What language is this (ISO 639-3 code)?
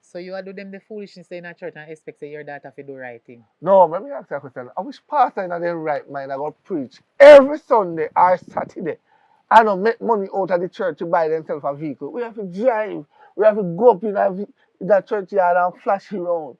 jam